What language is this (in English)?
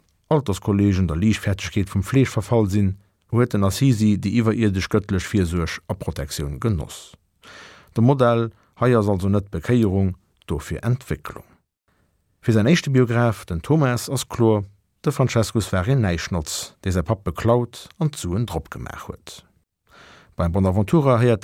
Luxembourgish